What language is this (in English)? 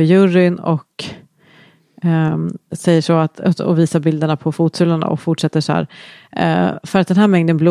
Swedish